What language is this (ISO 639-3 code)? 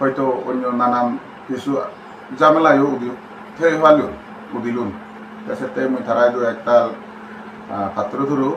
ccp